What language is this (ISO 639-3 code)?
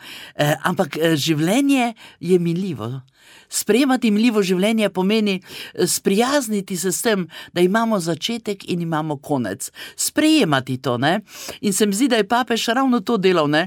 slv